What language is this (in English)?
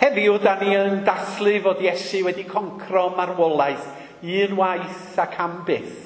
Welsh